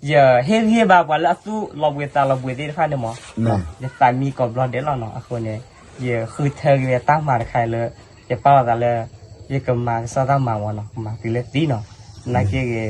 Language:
S'gaw Karen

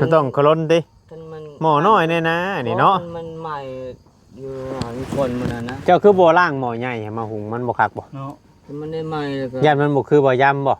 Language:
Northeastern Thai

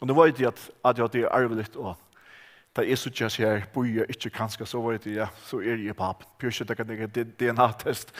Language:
Faroese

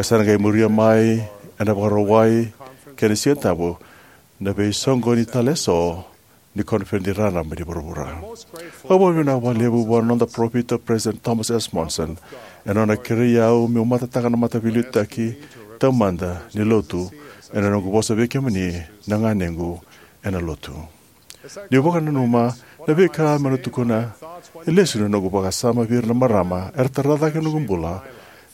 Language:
Fijian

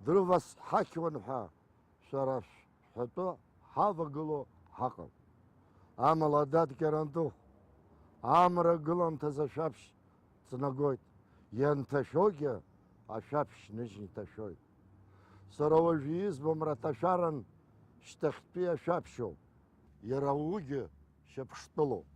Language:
Abkhazian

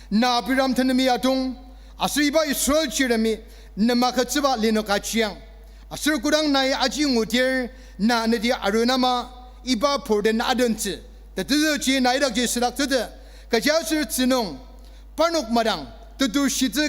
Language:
Ao Naga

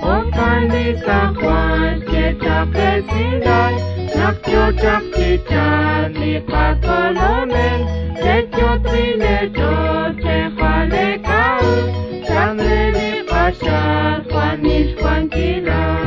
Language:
Kekchí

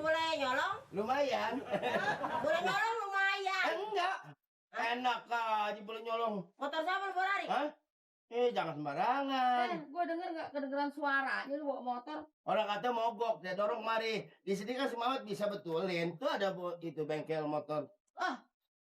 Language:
Betawi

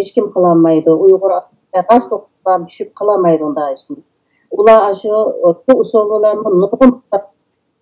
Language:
Uyghur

